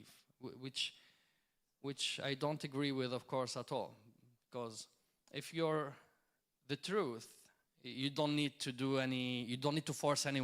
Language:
English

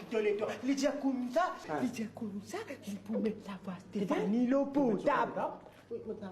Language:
Morisyen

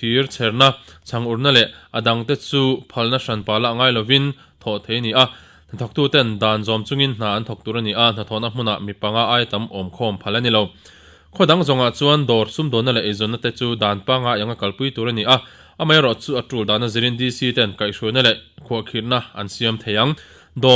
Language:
Mizo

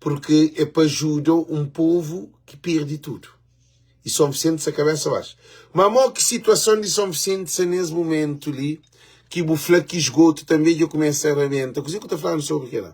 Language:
Kabuverdianu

